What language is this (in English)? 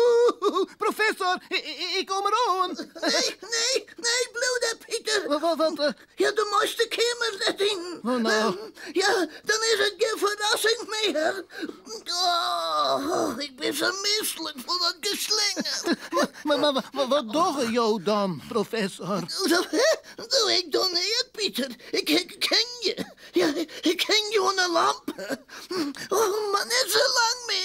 Western Frisian